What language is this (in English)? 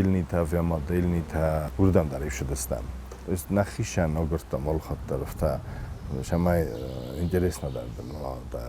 Ossetic